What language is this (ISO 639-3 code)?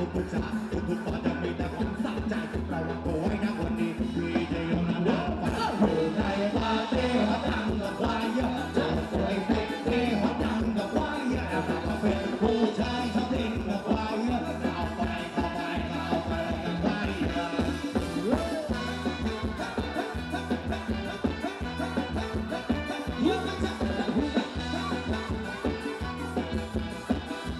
tha